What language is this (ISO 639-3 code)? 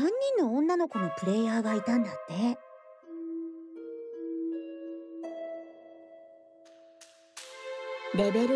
jpn